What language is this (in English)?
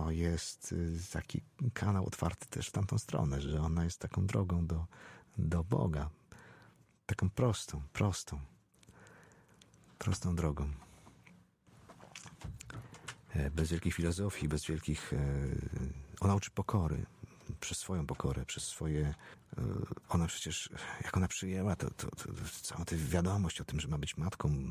Polish